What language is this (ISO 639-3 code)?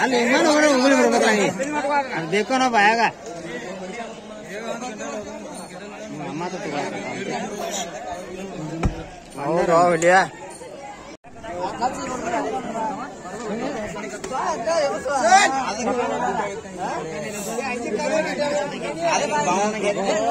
kan